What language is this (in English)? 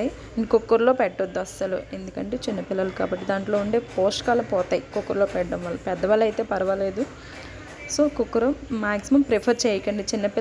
Telugu